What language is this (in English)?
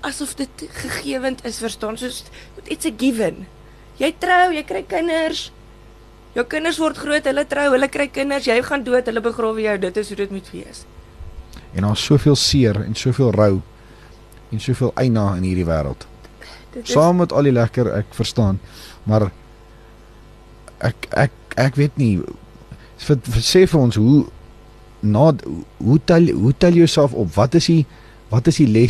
Afrikaans